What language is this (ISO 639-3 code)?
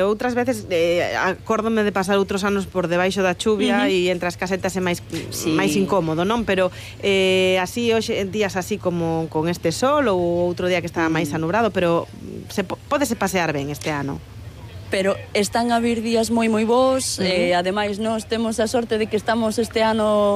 glg